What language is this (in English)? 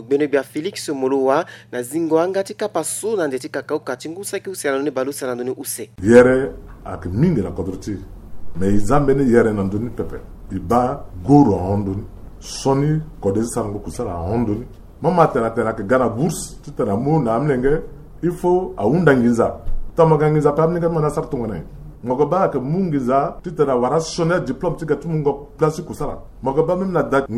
Sango